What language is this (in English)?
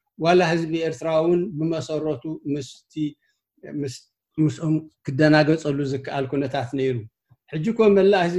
Tigrinya